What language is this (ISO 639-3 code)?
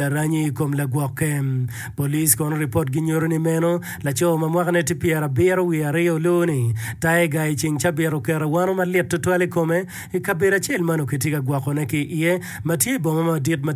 ach